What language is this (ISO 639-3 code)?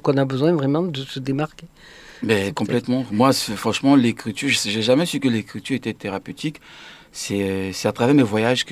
fra